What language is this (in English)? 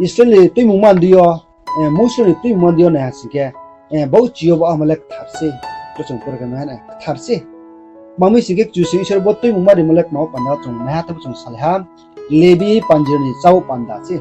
Riang (India)